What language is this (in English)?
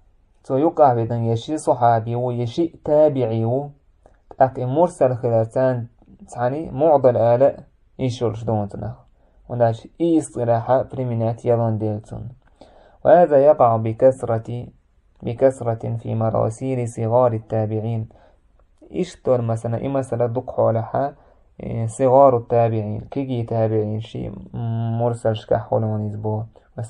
Chechen